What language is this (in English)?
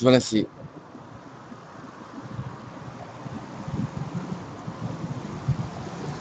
Japanese